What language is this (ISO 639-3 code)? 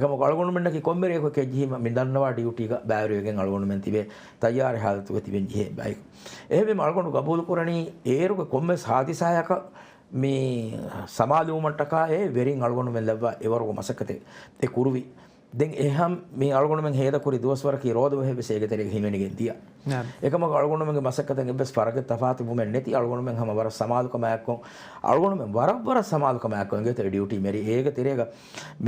div